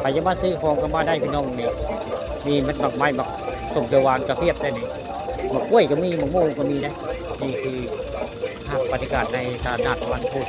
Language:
Northeastern Thai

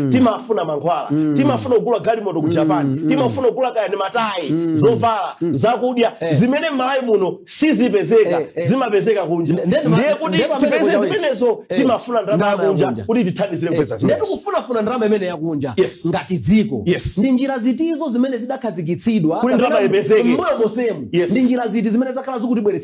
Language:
Nyanja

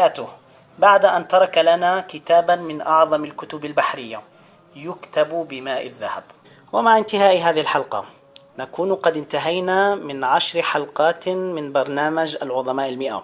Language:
Arabic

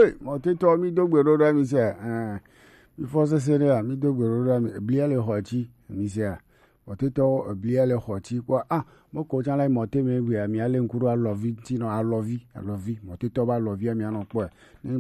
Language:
Gen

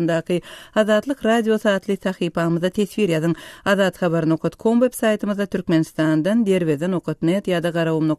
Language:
Turkmen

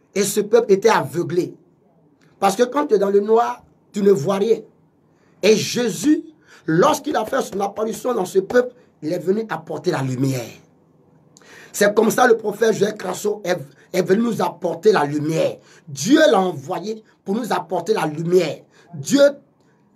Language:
French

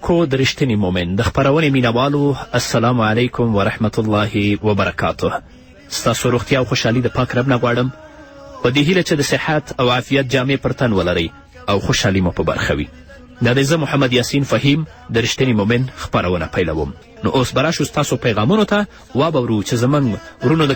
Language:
Pashto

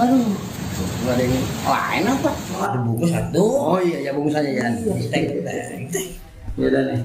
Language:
Betawi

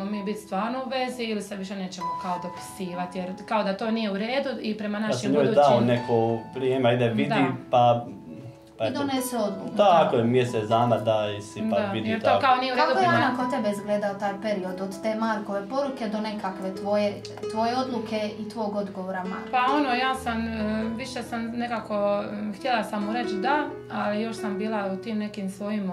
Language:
Croatian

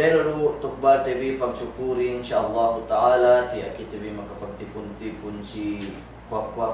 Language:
Yakan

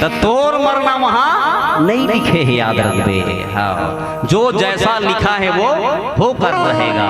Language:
Chhattisgarhi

